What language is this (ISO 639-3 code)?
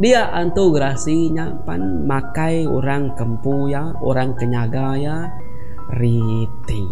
iba